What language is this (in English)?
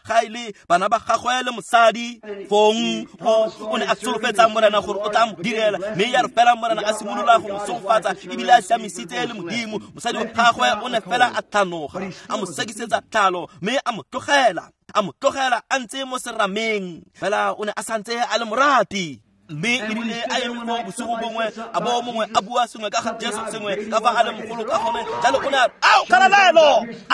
Tswana